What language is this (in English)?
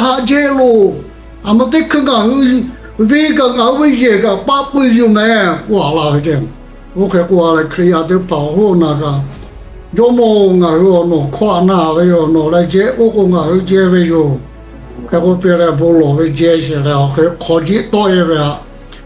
Lahu